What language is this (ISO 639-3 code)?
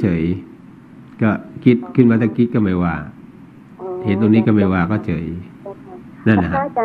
tha